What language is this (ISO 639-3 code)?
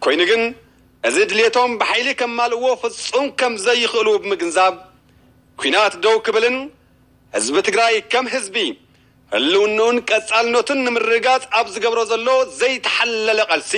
tir